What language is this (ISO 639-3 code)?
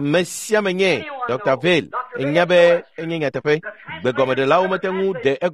ewe